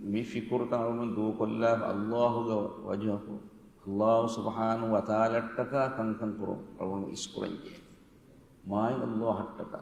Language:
Divehi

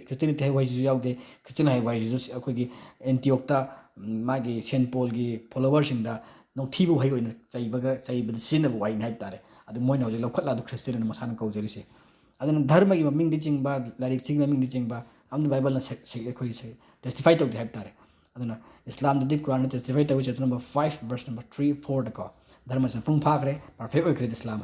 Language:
Manipuri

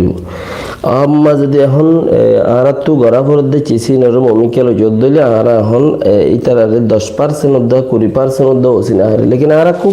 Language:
Rohingya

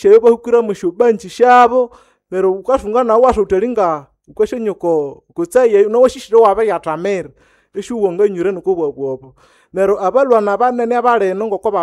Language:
Nande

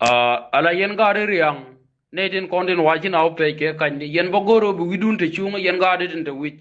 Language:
Nuer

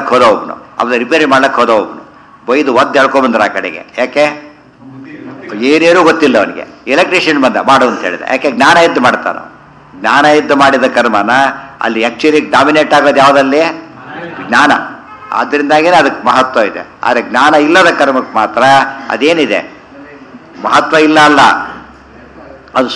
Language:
Kannada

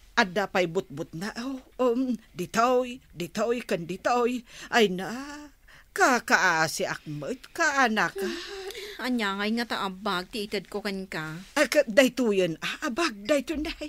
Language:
Iloko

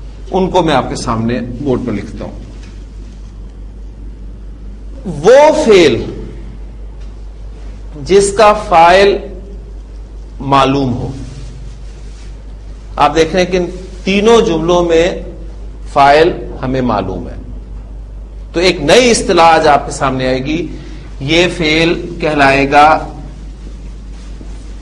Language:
Urdu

